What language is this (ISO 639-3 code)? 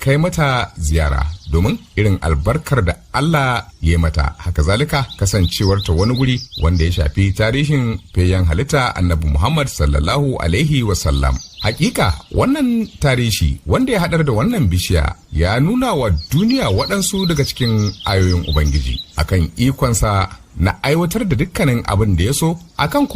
hau